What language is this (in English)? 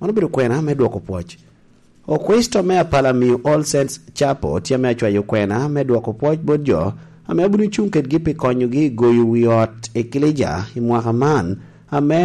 Lango (Uganda)